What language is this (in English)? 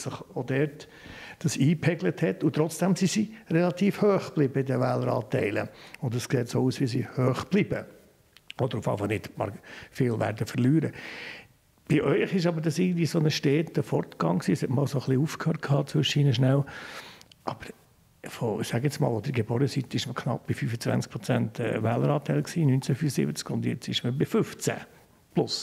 Swiss German